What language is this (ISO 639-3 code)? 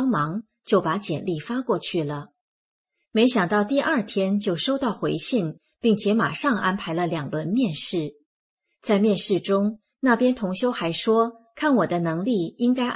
zho